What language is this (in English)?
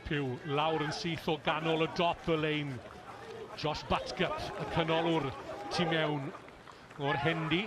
Welsh